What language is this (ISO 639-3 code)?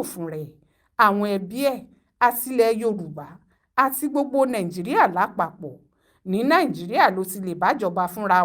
yor